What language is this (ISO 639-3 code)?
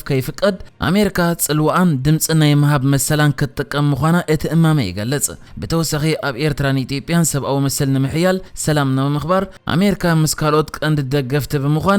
tir